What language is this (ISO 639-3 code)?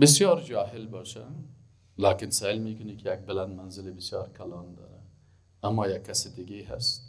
fas